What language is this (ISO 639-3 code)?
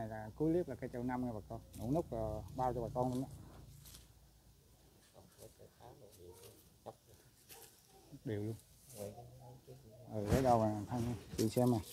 vie